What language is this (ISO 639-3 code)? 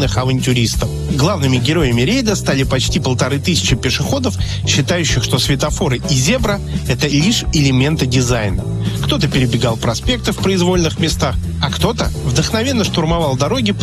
rus